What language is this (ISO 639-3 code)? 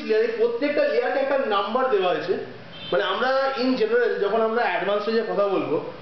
ben